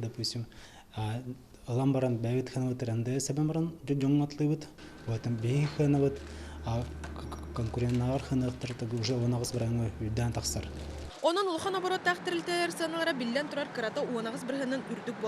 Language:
Yakut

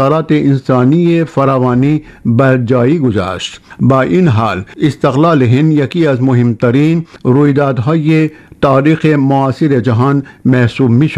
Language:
Persian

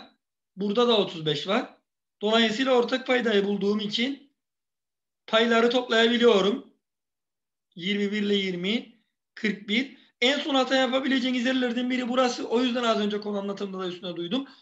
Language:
Turkish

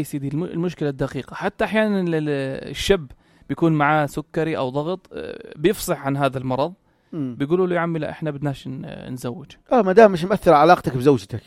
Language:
North Levantine Arabic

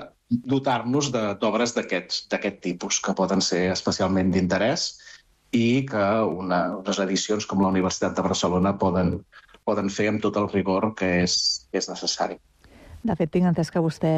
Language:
Catalan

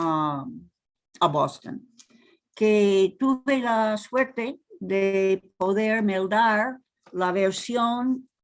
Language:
Ladino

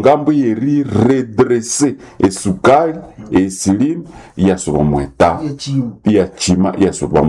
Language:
Nande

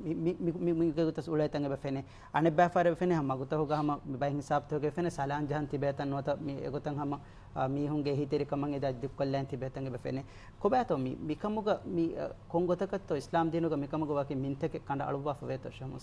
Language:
Divehi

